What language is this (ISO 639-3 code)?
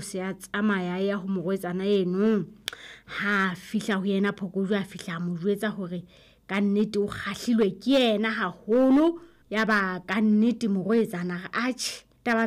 sot